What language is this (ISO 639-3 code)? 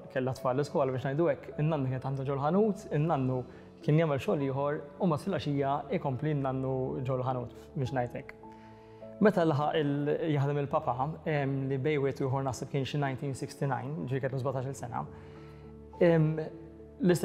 mlt